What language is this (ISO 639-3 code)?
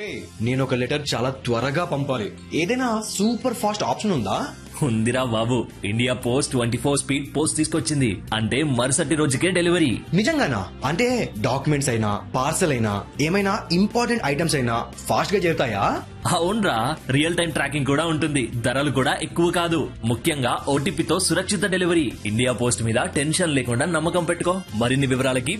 tel